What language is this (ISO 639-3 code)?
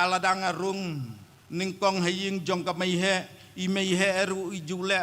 kha